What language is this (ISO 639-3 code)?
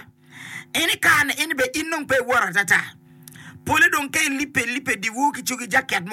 ach